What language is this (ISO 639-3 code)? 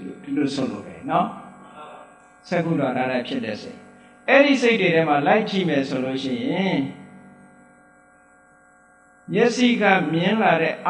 mya